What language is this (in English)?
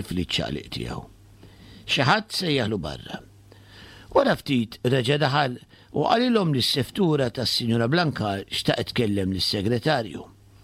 Maltese